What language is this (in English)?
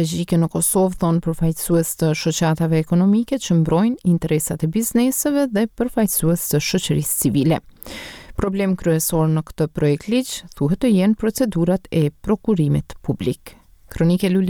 Albanian